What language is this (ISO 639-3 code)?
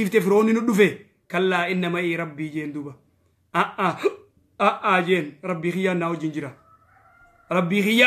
orm